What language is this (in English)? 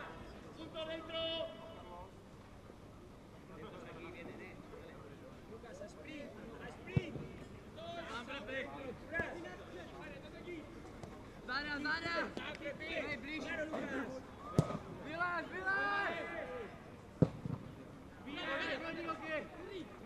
Czech